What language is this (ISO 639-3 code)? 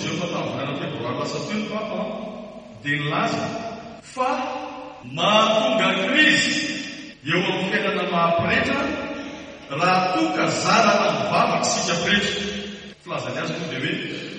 mlg